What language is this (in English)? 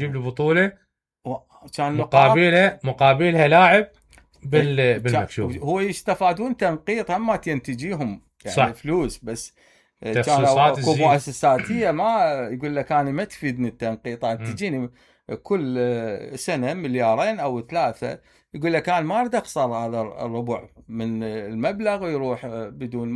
Mesopotamian Arabic